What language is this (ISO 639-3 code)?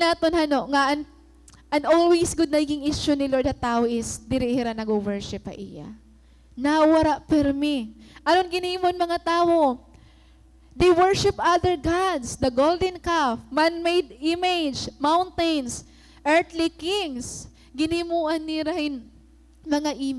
war